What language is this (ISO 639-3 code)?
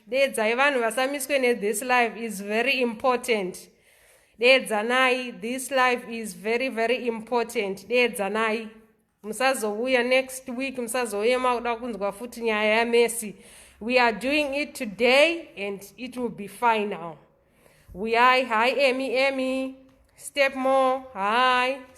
sna